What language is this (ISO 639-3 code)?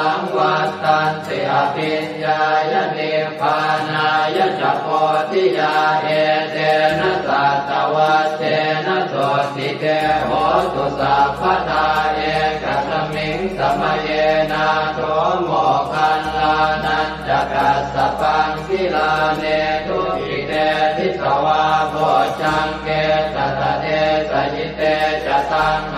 pli